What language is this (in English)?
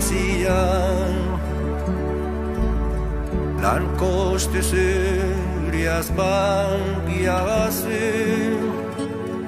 Basque